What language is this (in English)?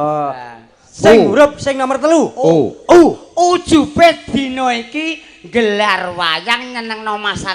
Javanese